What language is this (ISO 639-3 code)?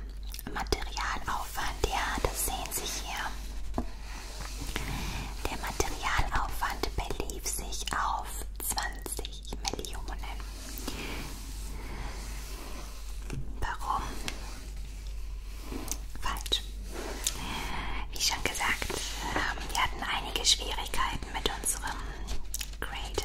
deu